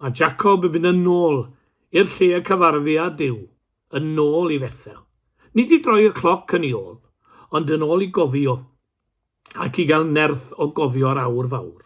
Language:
Welsh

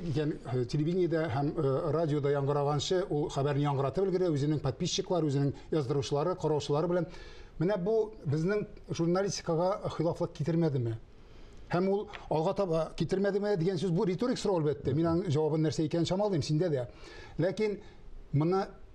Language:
Tatar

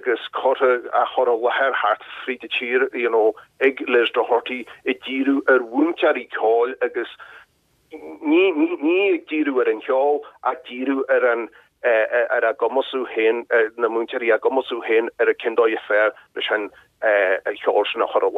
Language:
Irish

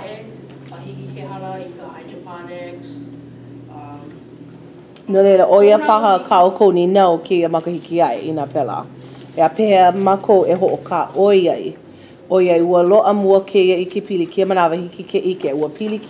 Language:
Hawaiian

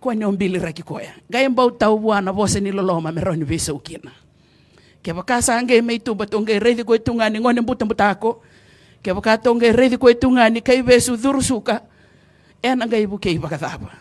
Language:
Fijian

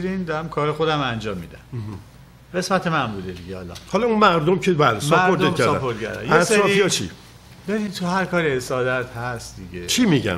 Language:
Persian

